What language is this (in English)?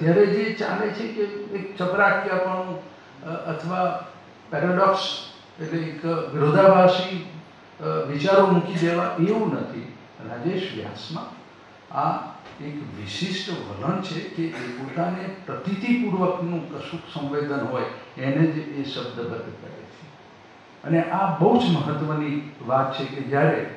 Gujarati